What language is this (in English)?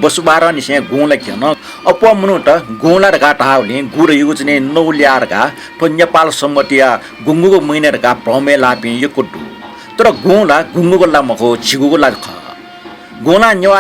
Newari